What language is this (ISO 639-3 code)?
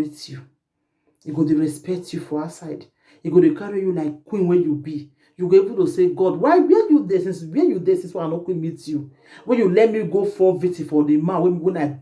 pcm